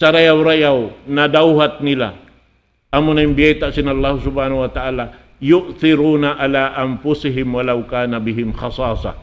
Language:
Tausug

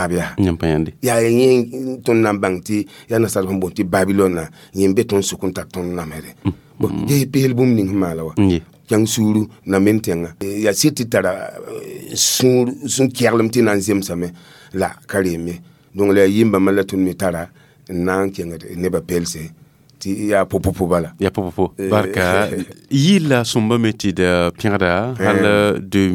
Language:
Mossi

